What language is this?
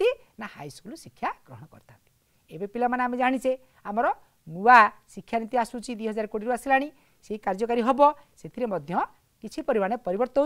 Odia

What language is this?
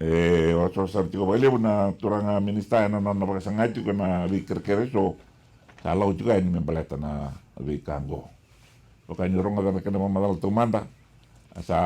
Fijian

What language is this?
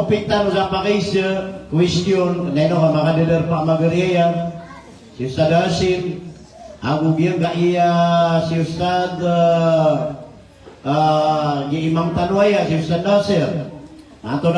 Maranao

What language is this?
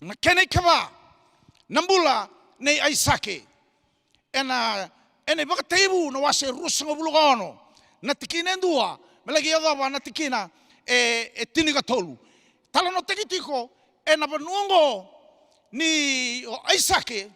Fijian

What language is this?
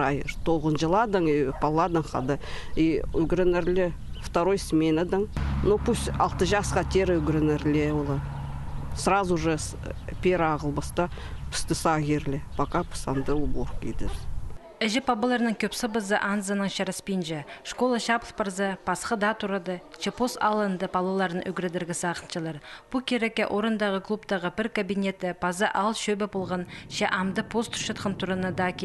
Khakas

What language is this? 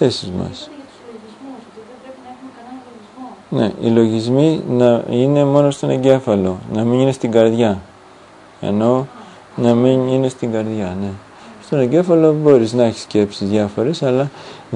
Greek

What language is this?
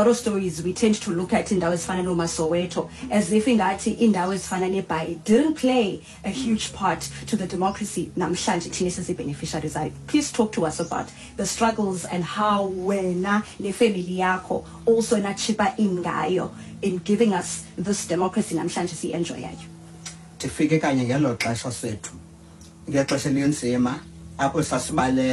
Xhosa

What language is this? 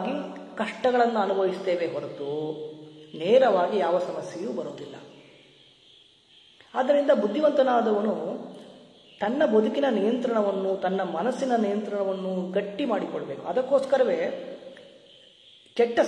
Kannada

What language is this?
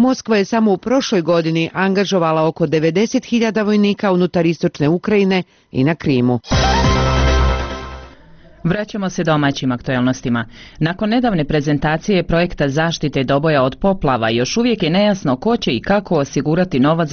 Bosnian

